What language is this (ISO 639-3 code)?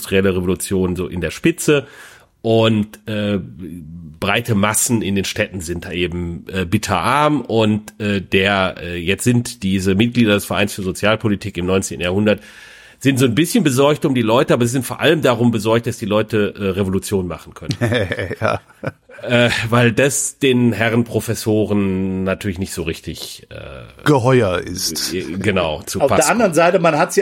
deu